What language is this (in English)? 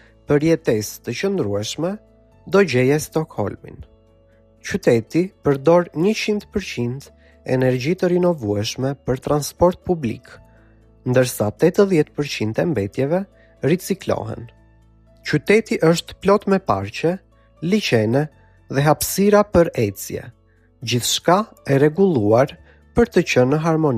Albanian